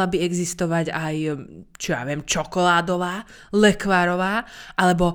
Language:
Slovak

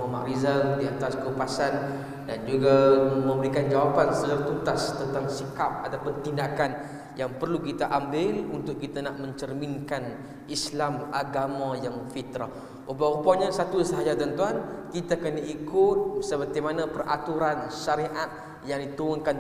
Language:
Malay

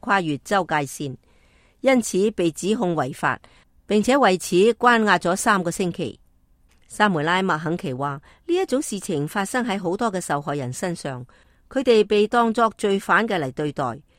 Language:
Cantonese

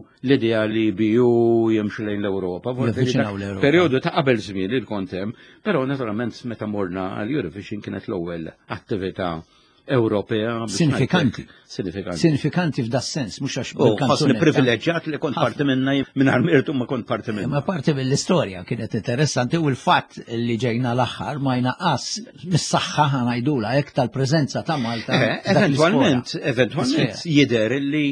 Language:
Maltese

